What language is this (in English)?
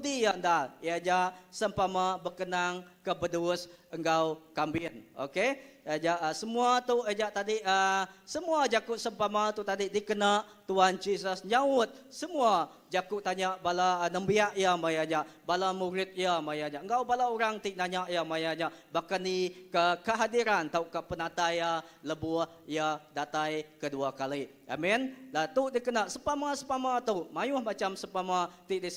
Iban